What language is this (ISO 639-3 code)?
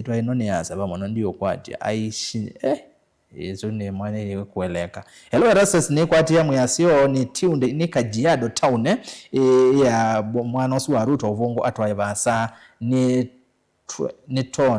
kam